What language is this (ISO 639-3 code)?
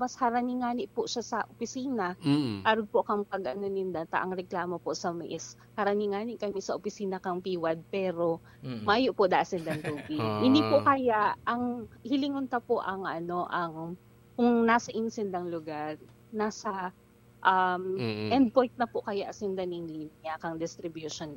bik